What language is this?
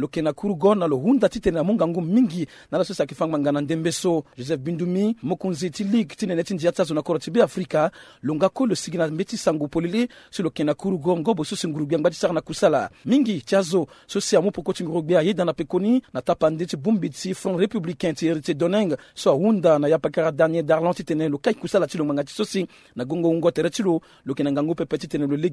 Sango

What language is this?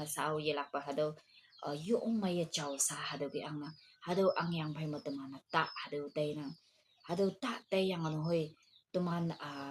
Konyak Naga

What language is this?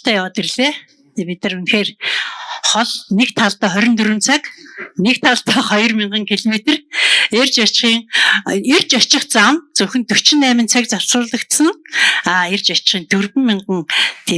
Mongolian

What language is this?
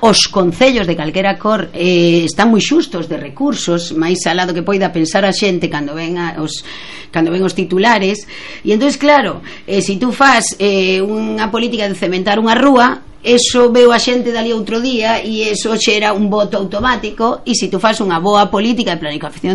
Galician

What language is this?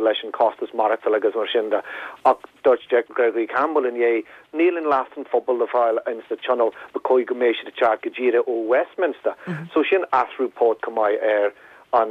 Irish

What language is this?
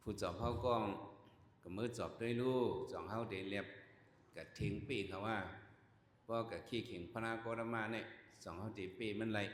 Shan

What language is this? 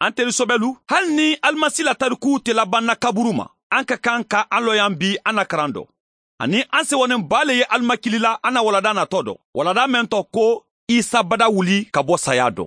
Mandingo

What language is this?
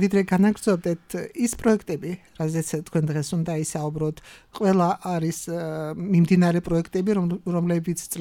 Georgian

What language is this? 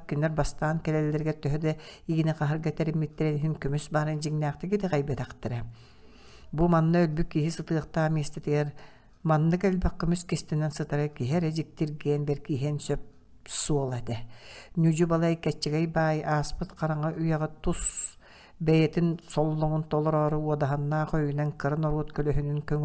Yakut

